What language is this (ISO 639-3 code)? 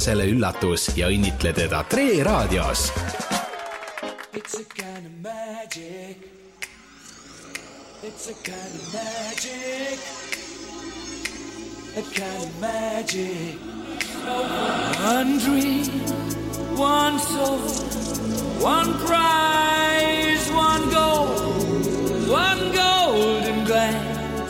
est